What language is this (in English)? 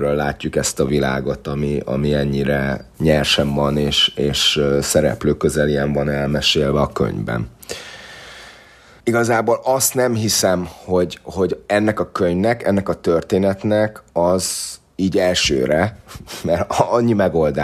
Hungarian